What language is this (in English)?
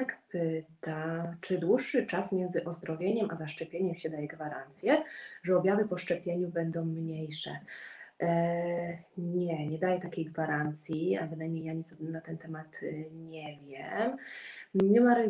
Polish